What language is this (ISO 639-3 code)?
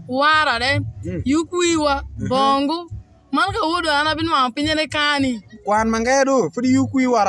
alz